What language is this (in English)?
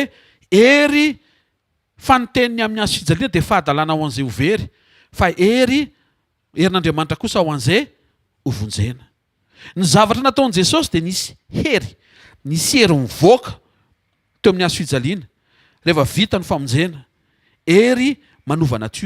Malagasy